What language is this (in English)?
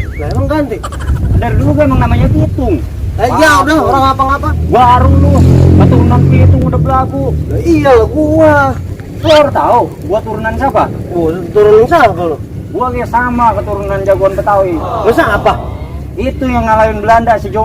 Betawi